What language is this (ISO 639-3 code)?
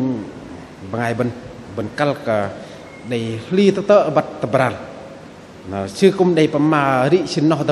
bdq